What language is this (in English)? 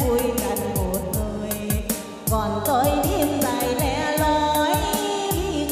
Vietnamese